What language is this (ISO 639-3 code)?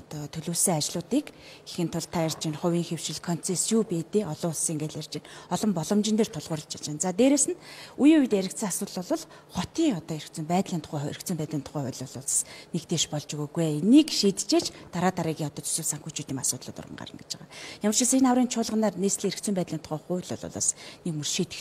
mon